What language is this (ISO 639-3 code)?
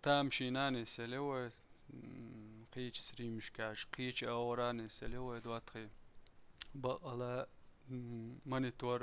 che